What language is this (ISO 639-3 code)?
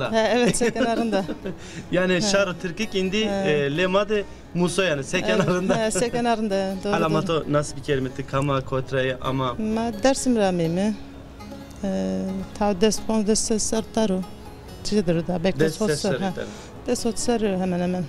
zza